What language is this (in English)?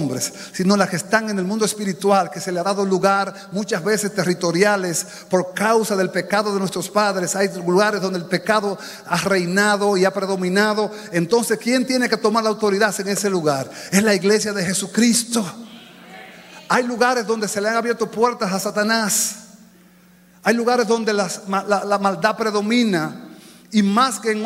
Spanish